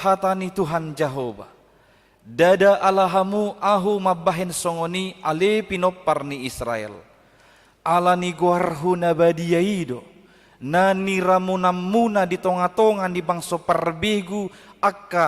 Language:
Batak Toba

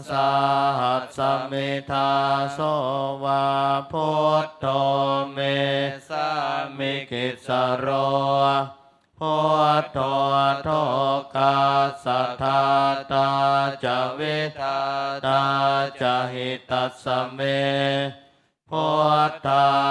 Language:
Pali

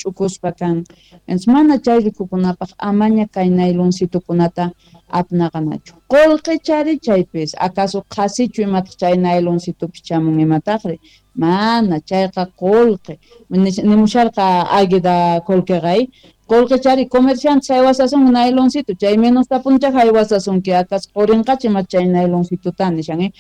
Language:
South Bolivian Quechua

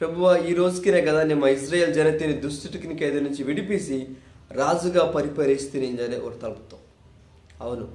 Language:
Koya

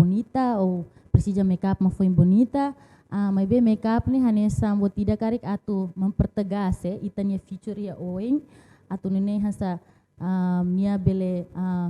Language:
Tetum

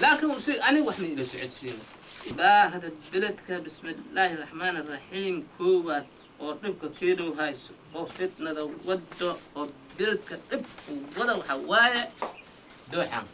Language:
Somali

